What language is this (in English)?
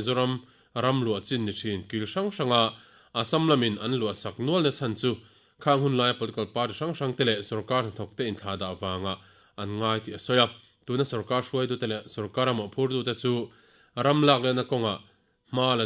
Mizo